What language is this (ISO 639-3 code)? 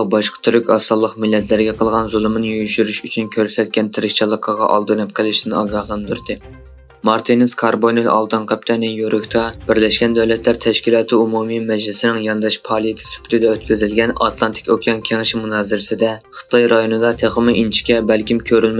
uig